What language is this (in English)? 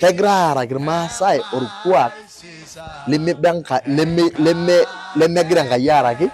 Masai